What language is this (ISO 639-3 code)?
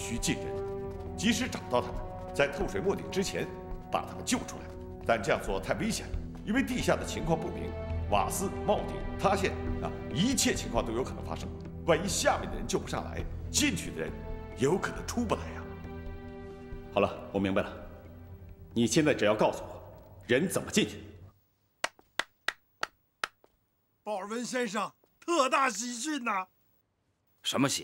zho